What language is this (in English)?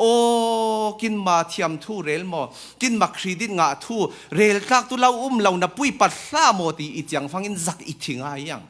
Falam Chin